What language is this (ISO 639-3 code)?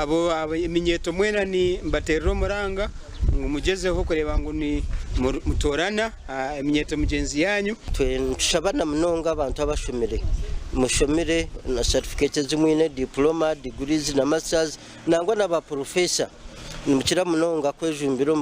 nyn